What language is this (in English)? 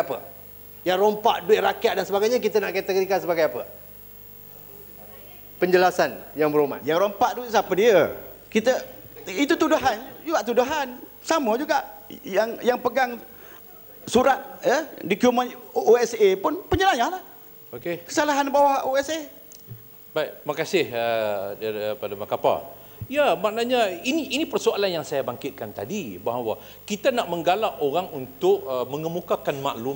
Malay